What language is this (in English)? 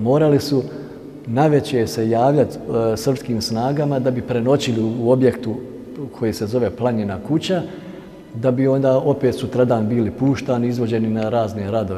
Bosnian